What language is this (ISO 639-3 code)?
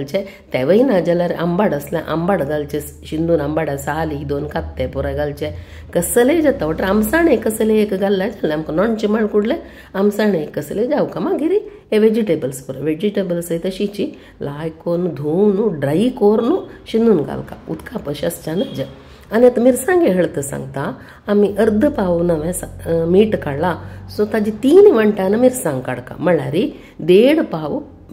kok